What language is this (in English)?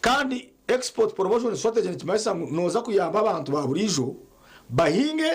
Nyankole